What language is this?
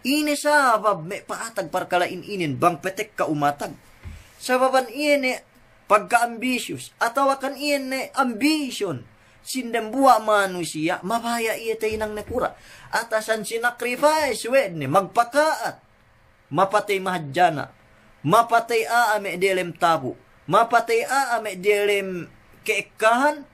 Yakan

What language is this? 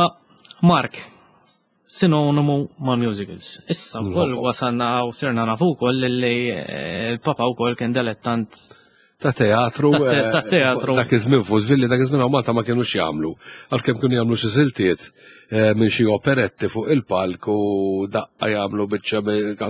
Maltese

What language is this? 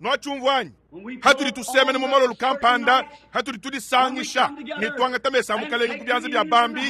Luba-Lulua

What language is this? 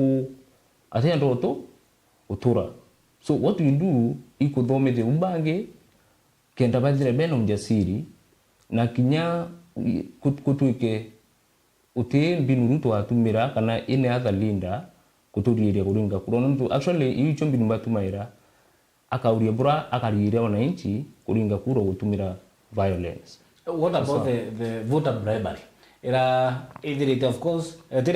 Meru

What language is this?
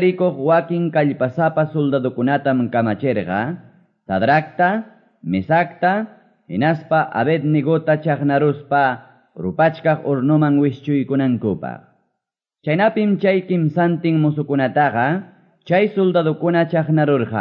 Quechua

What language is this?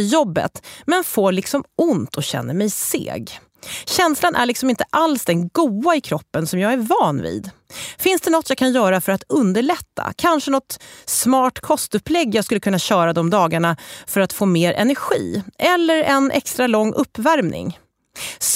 Swedish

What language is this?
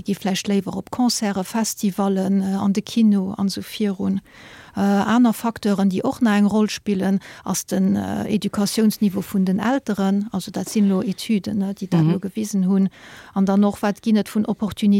Luxembourgish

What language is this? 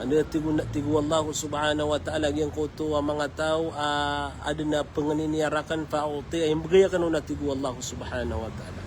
Maranao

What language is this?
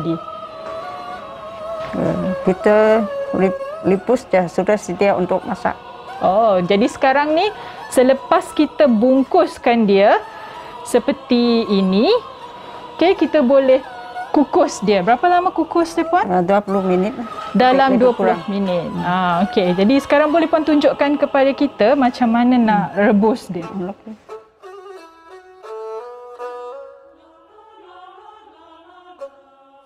Malay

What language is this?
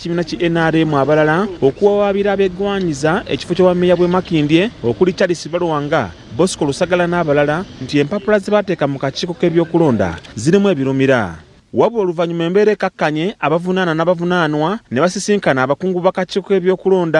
Ganda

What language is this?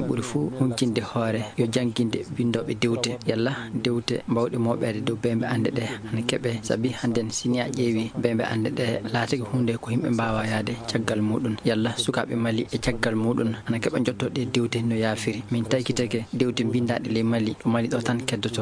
Fula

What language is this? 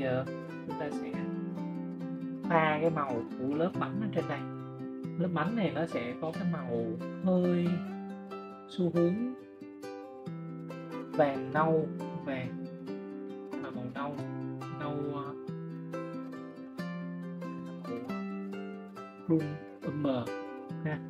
Vietnamese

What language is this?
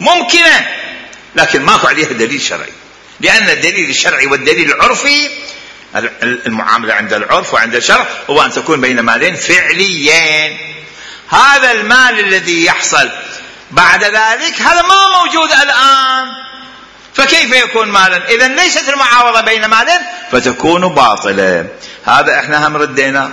Mesopotamian Arabic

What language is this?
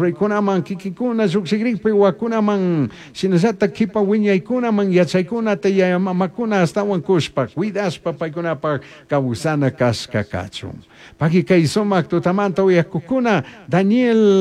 Chimborazo Highland Quichua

